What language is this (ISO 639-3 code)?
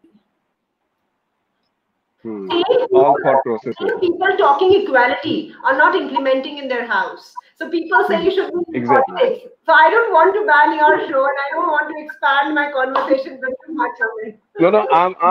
eng